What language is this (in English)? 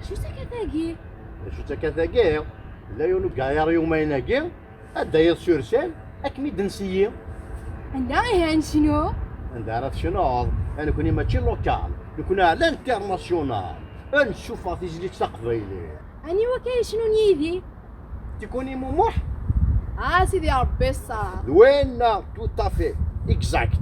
Kabyle